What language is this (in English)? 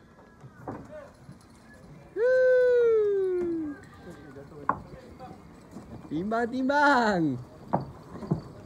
Malay